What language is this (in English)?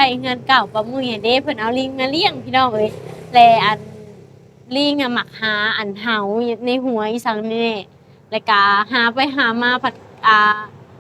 Lao